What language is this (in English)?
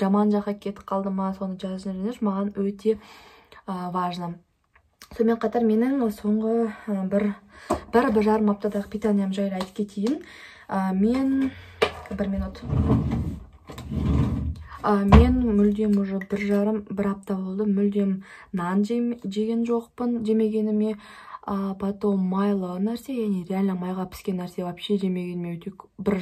Kazakh